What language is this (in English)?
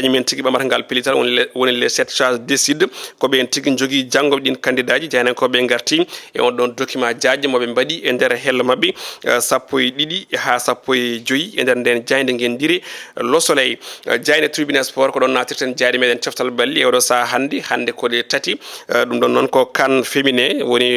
Fula